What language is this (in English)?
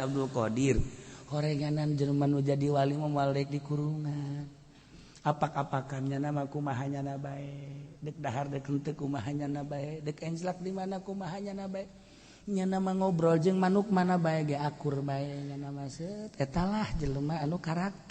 Sundanese